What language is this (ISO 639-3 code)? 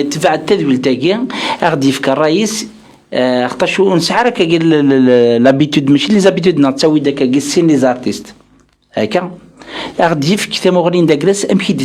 kab